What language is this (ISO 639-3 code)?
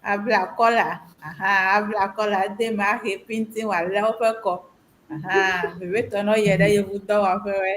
ewe